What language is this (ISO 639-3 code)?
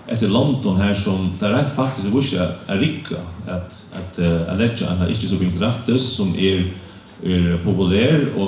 fao